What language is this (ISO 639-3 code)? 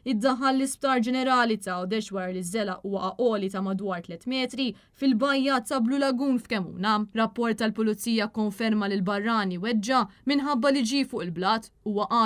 mlt